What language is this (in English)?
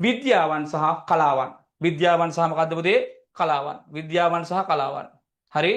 Sinhala